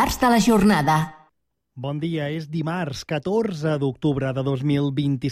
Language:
Catalan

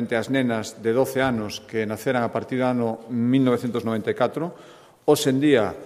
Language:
Galician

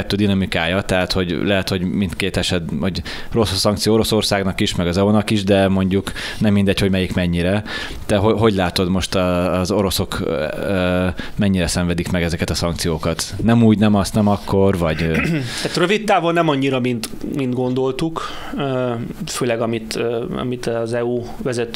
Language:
Hungarian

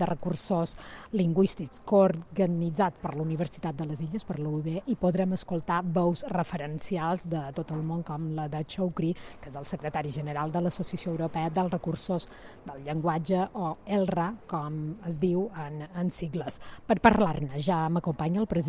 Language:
Catalan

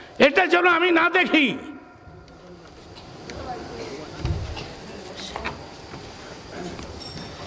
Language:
Bangla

